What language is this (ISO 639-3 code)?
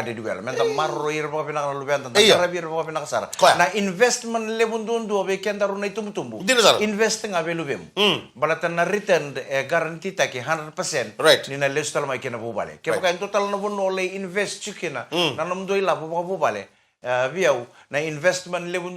fij